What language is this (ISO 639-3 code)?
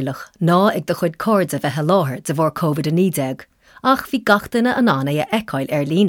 gle